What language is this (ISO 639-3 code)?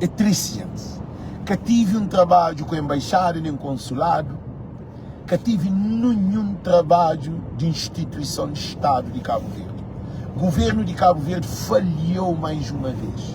kea